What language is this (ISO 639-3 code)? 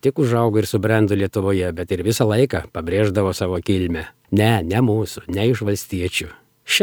lit